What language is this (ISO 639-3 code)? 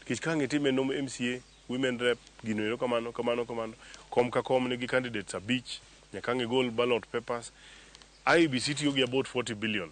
luo